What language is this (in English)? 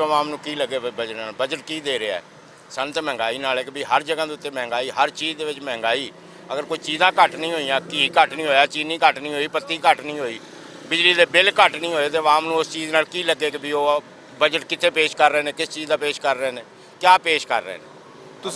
Western Panjabi